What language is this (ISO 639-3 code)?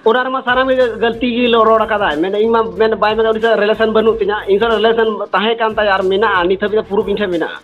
sat